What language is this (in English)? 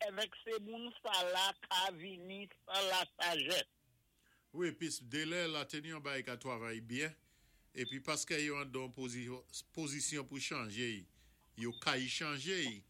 Saint Lucian Creole French